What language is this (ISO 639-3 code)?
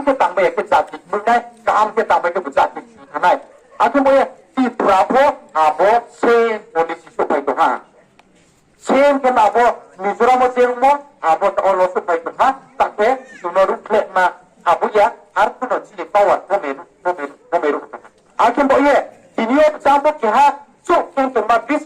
ria